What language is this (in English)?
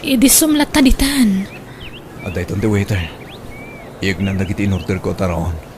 Iloko